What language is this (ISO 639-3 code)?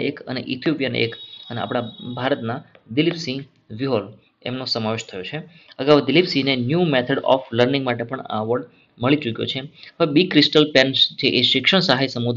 guj